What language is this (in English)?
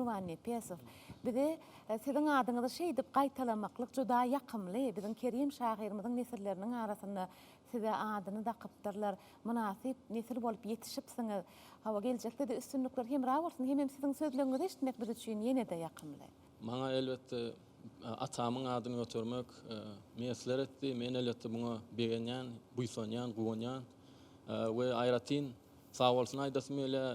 Turkmen